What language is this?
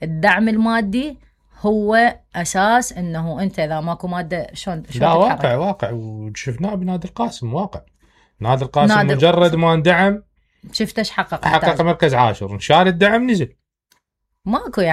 Mesopotamian Arabic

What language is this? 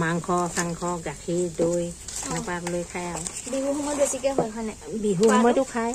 Assamese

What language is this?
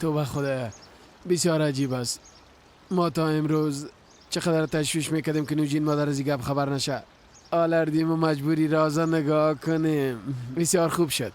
Persian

